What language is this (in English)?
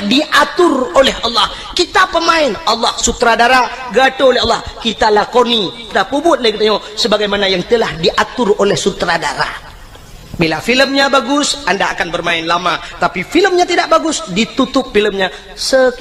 Achinese